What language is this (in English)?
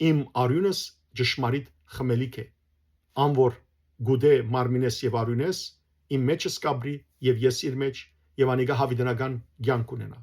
Western Armenian